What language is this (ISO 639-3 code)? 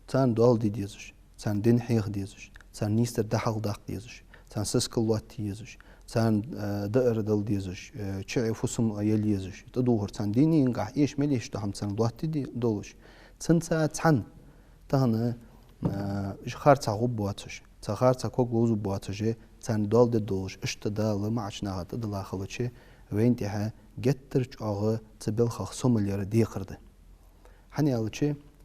inh